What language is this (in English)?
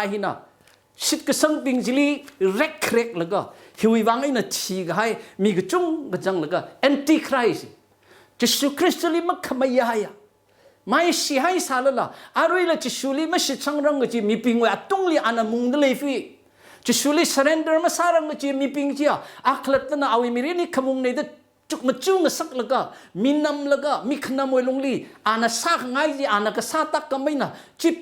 Tangkhul Naga (India)